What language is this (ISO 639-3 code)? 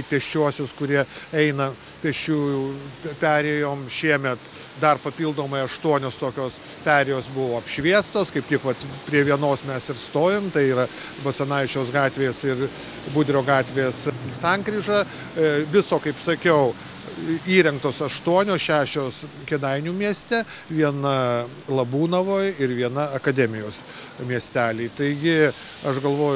lit